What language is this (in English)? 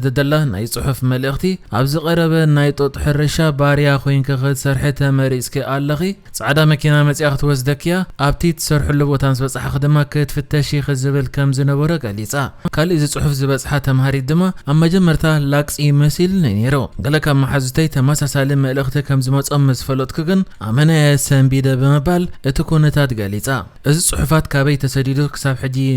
Tigrinya